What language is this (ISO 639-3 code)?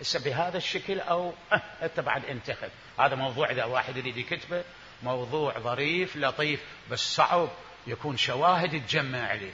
acm